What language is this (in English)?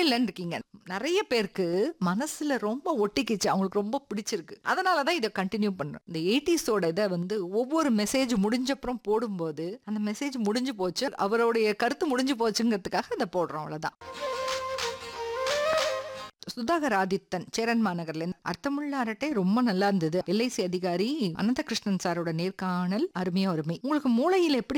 Tamil